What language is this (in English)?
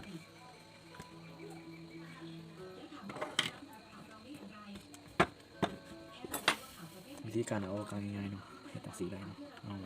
Lao